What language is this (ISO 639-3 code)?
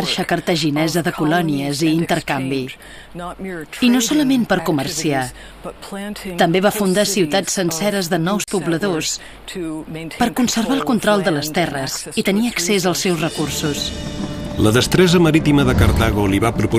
cat